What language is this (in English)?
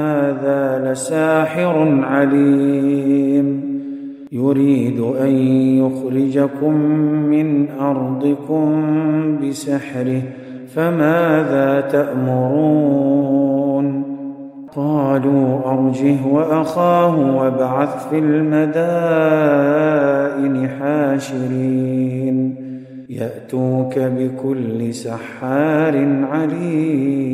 Arabic